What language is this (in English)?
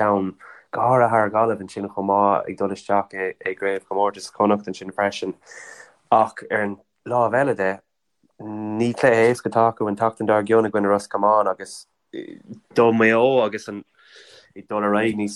Irish